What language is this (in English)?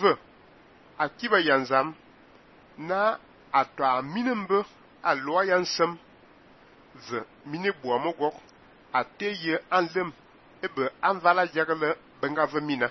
Fang